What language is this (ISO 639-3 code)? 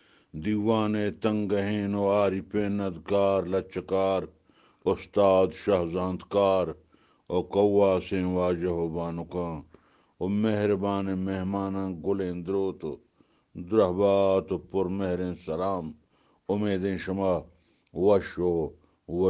bgp